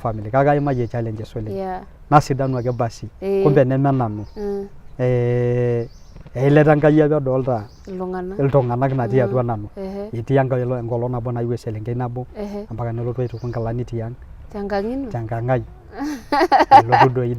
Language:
Masai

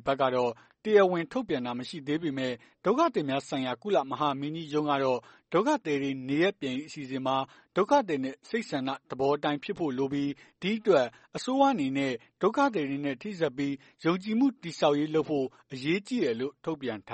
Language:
Burmese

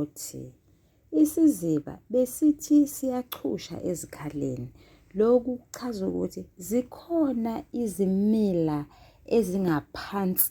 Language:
Zulu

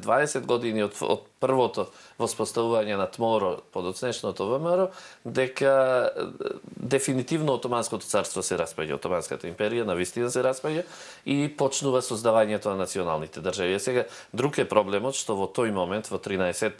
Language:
Macedonian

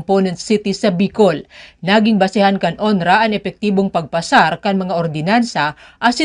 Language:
Bikol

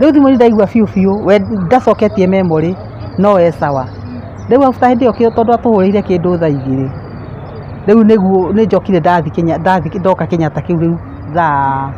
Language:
Kikuyu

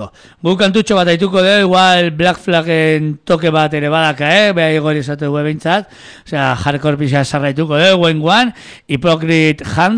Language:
Basque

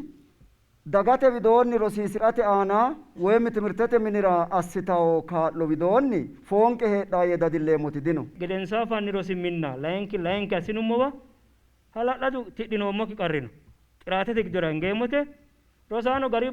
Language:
Sidamo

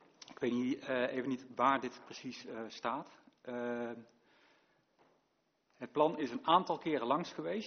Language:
Dutch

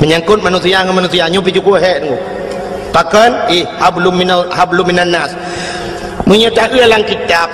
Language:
Achinese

